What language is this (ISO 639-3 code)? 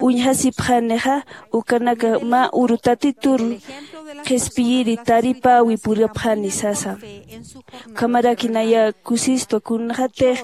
aym